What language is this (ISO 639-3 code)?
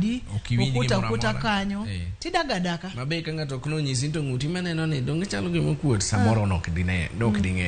luo